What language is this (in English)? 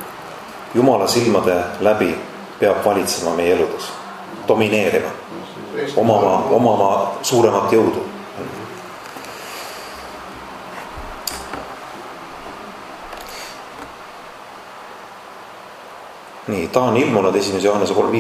Estonian